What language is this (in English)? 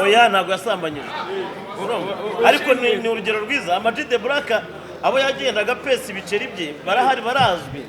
Kinyarwanda